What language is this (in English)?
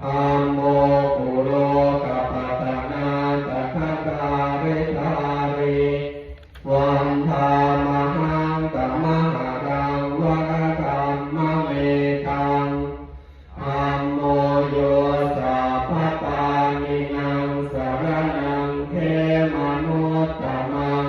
Pali